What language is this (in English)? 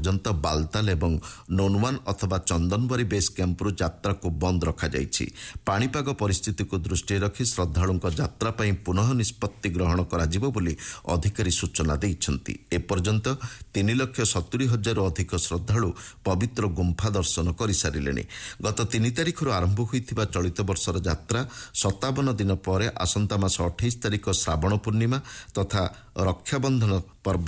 Odia